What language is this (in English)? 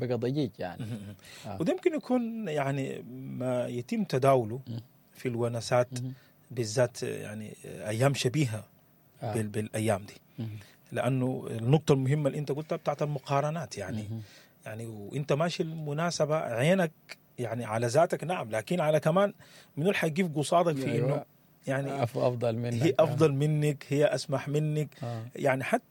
Sudanese Arabic